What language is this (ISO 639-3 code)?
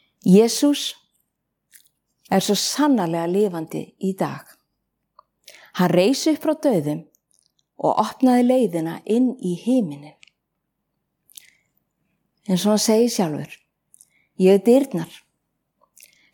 isl